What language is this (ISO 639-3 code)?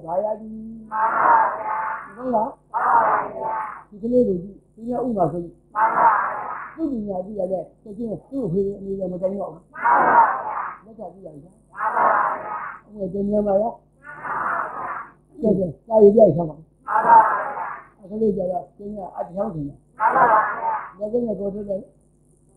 mya